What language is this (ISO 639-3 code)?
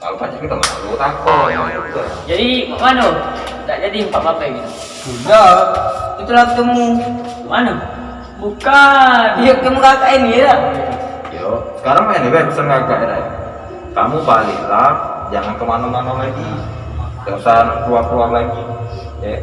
mui